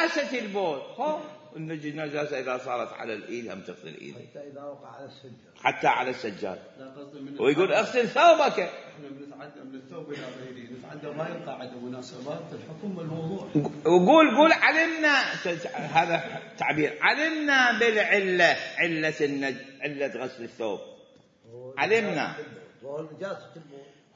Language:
Mesopotamian Arabic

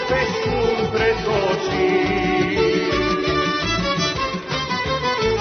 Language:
Serbian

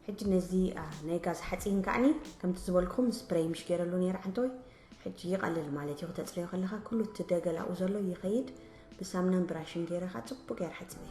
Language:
Tigrinya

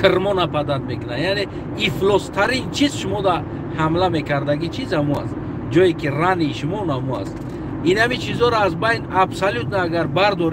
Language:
Tajik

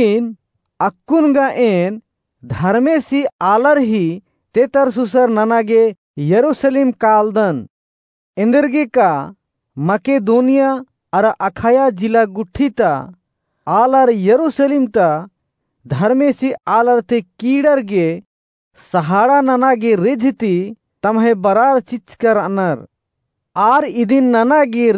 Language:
Kurukh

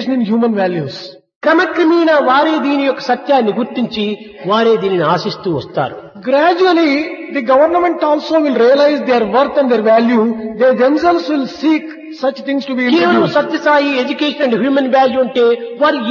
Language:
Telugu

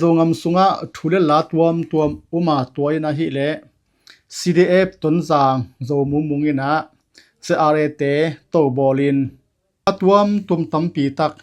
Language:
Tedim Chin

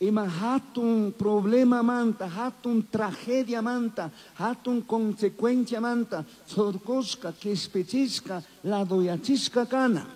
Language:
Chimborazo Highland Quichua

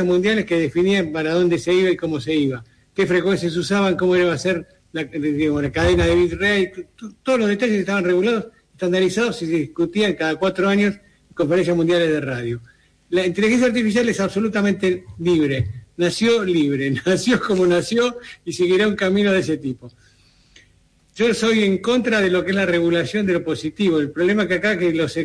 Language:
Spanish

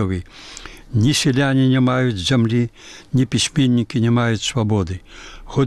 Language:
Belarusian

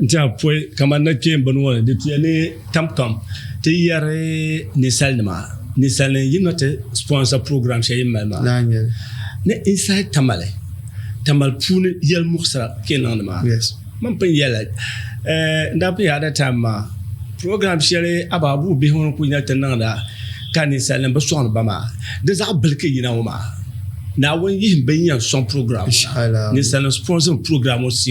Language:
Dagbani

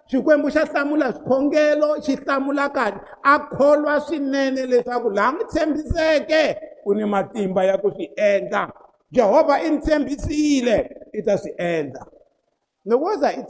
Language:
Tsonga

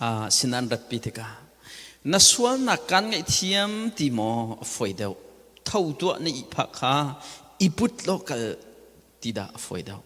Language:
Hakha Chin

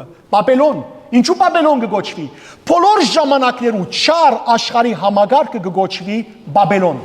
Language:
Western Armenian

